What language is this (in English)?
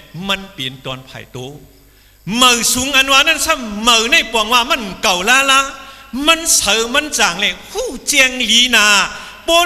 Shan